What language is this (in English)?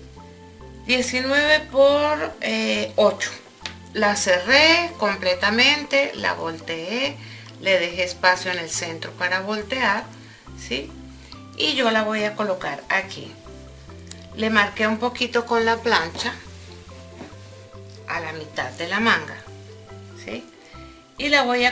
Spanish